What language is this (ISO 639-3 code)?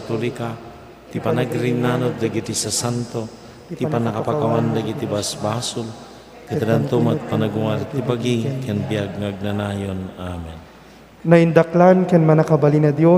ilo